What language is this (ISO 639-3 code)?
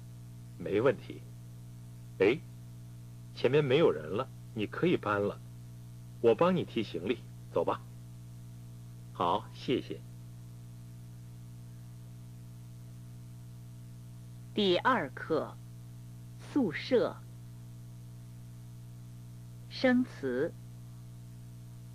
zho